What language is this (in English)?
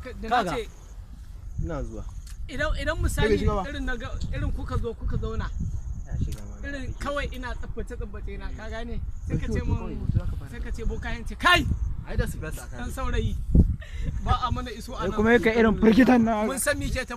Hausa